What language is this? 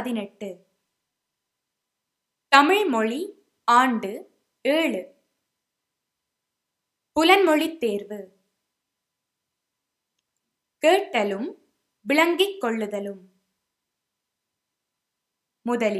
Tamil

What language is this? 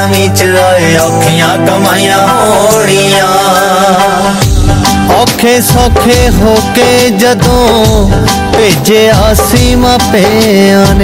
Punjabi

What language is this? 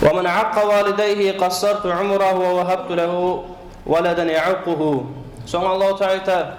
Kumyk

